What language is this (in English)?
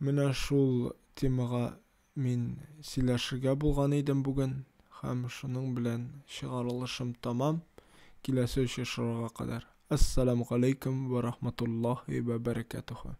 Tatar